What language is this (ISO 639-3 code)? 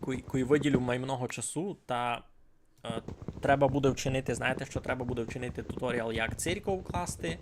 rue